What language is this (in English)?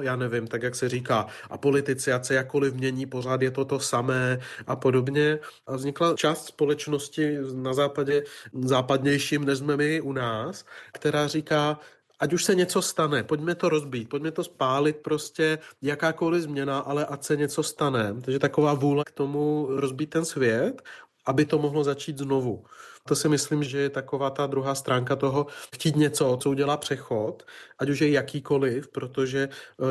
Czech